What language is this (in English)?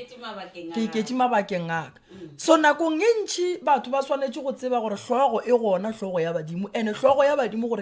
Northern Sotho